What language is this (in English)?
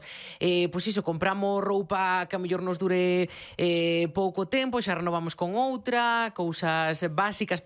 Galician